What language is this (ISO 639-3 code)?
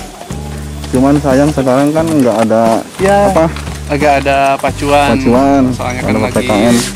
ind